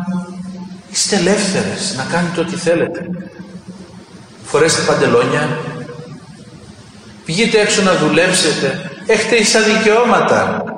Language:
Greek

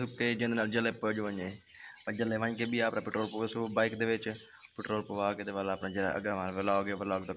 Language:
Saraiki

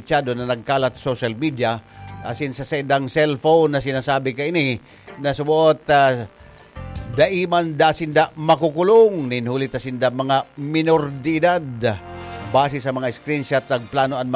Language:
Bikol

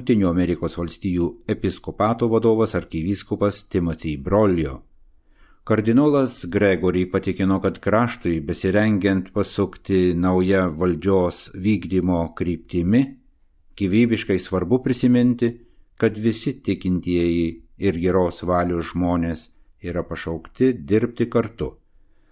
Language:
Lithuanian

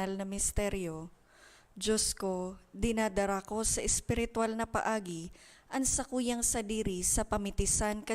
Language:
Bikol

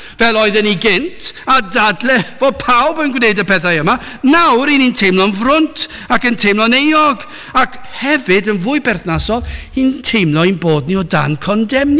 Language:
Welsh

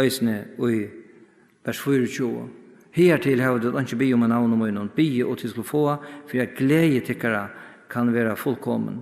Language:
Faroese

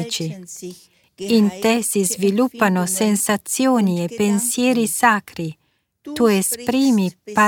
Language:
Italian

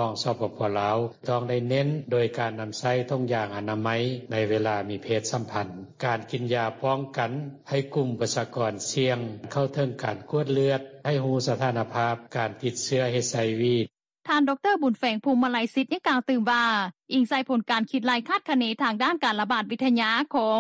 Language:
Lao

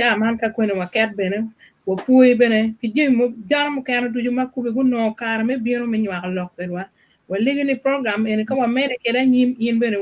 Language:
Acoli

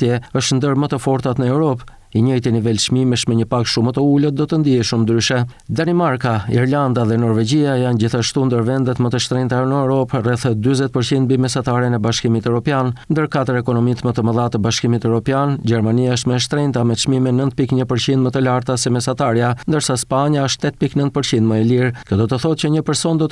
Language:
Albanian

